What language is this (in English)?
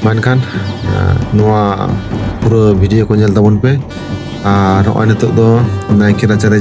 Santali